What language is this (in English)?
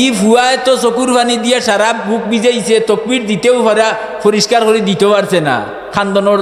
Sylheti